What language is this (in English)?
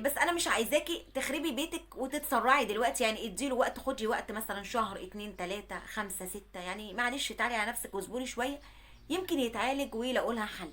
Egyptian Arabic